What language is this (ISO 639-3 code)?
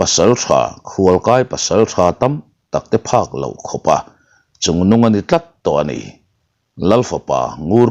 lus